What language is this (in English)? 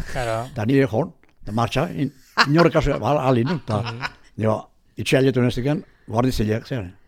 Basque